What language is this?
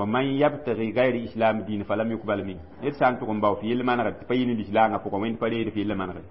Mossi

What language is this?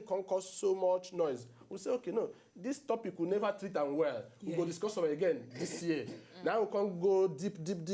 Nigerian Pidgin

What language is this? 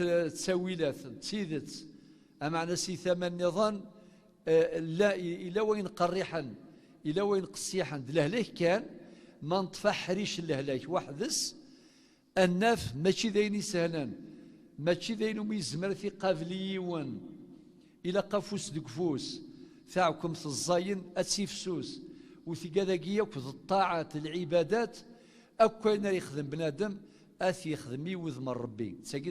Kabyle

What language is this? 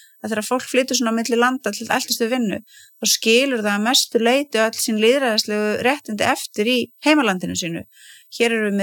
Icelandic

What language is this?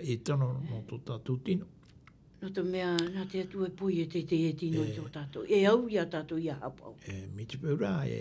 Tahitian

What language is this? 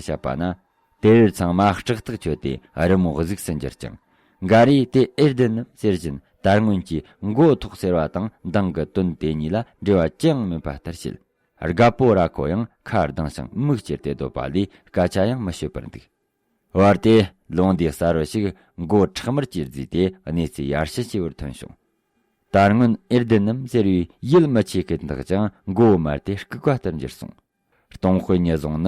Tibetan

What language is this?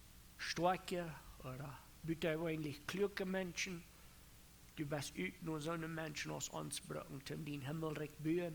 Plautdietsch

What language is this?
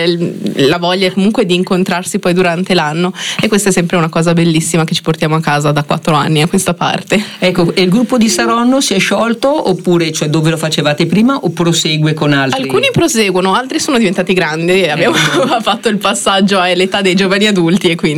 Italian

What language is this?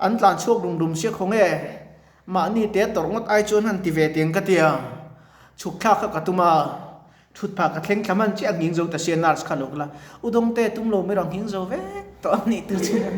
Mizo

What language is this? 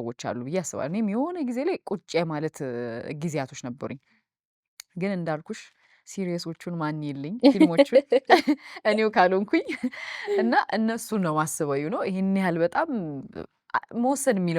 Amharic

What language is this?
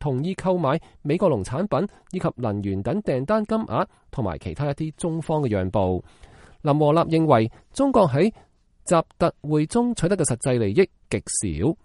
Cantonese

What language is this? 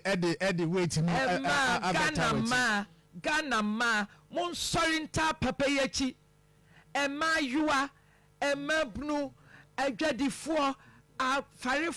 Akan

